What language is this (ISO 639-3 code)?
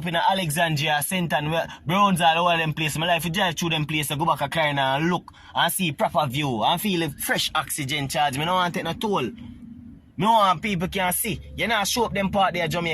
jam